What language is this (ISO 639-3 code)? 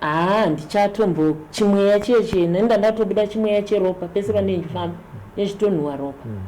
sna